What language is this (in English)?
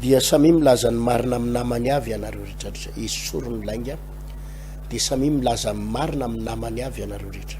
Malagasy